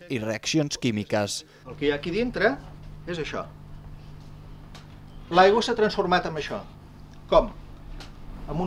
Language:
Catalan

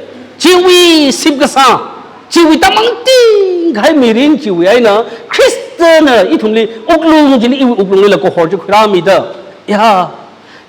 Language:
Tangkhul Naga (India)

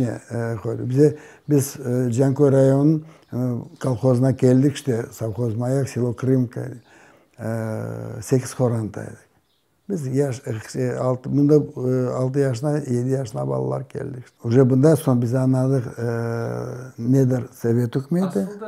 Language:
Crimean Tatar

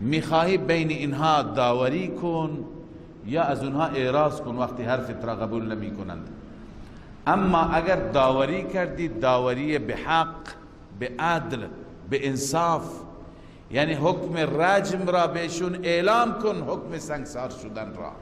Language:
Persian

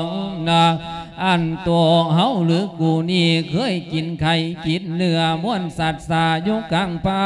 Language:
Lao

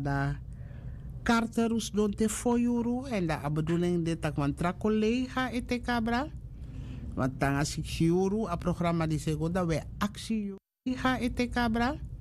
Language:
Sranan Tongo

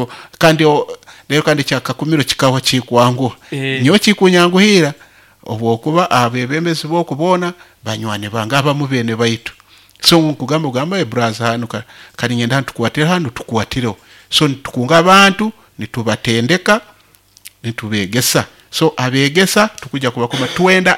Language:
Nyoro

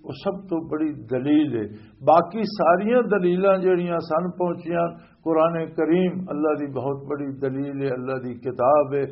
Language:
Western Panjabi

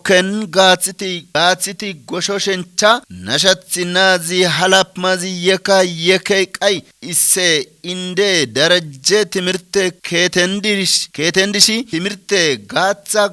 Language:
Kafa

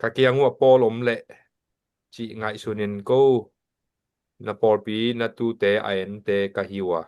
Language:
Tedim Chin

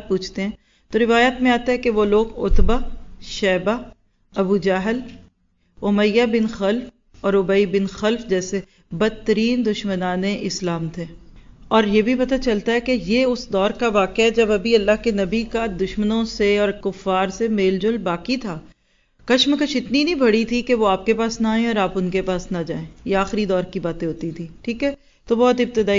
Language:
Urdu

